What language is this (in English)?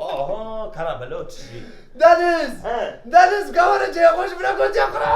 Kurdish